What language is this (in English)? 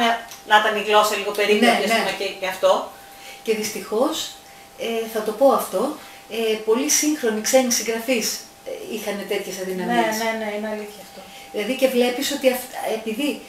Greek